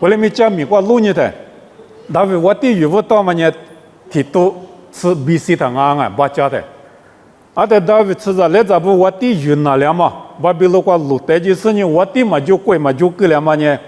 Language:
Lisu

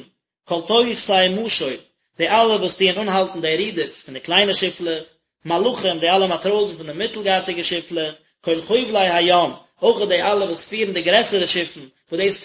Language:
Yiddish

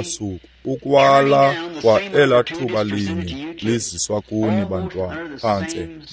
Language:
Xhosa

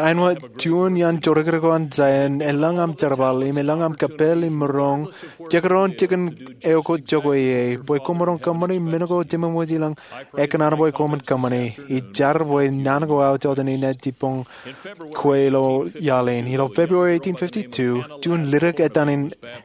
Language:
Marshallese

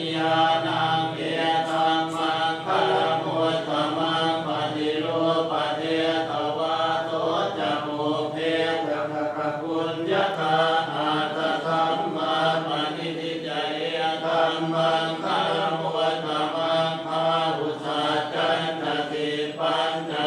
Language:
Pali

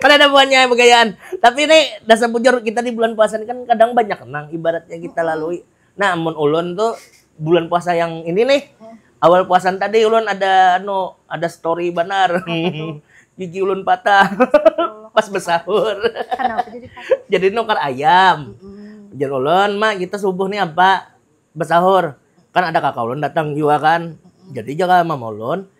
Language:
Banjar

